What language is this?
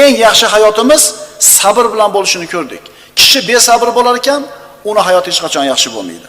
Uzbek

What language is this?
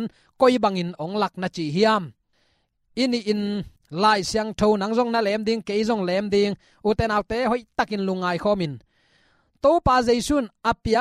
Tedim Chin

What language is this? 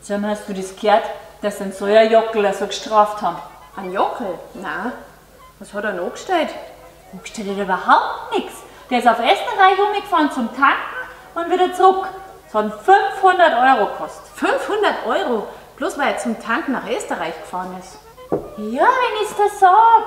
Bavarian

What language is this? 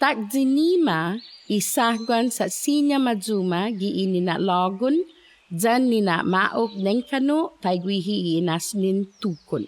Chamorro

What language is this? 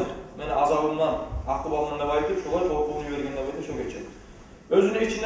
Kumyk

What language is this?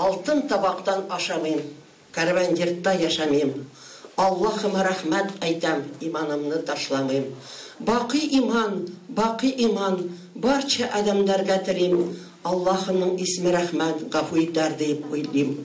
Tatar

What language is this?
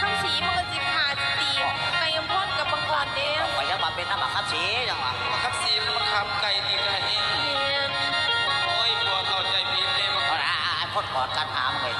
Northeastern Thai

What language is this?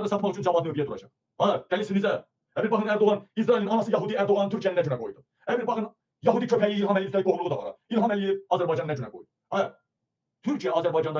Azerbaijani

